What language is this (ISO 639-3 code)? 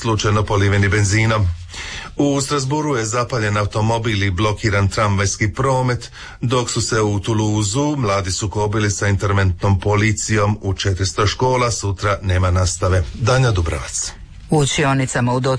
hrv